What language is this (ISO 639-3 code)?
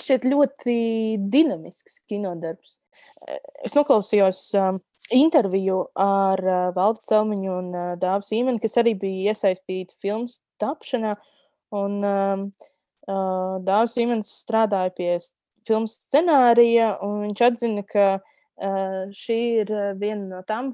lav